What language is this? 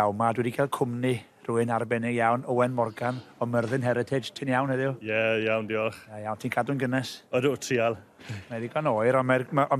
Welsh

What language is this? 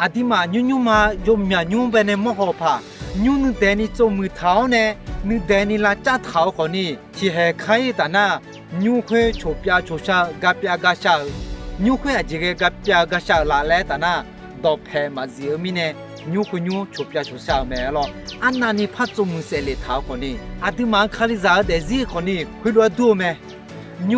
Akha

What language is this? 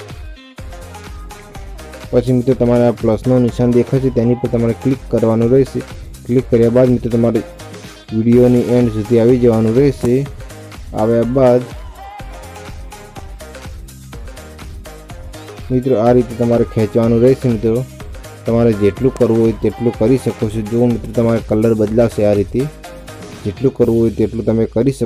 Gujarati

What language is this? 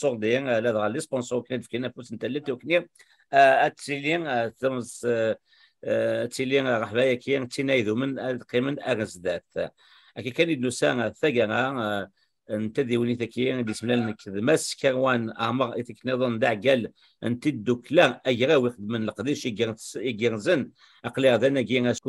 Kabyle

